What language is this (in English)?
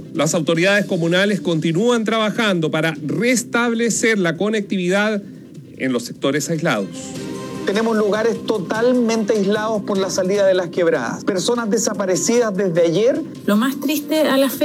Spanish